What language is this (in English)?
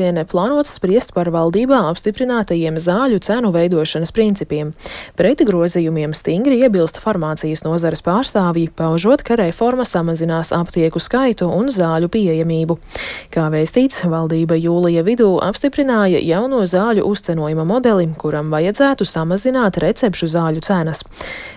Latvian